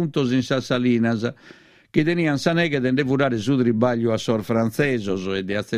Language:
Sardinian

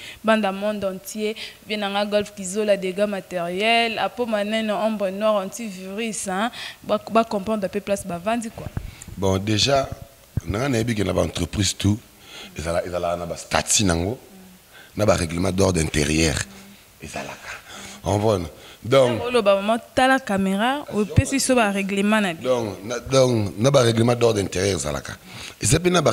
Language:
Lingala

